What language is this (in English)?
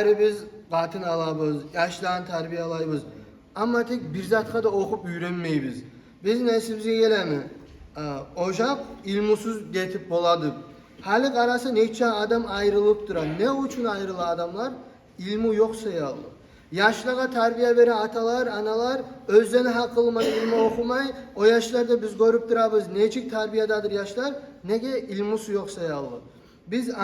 Kumyk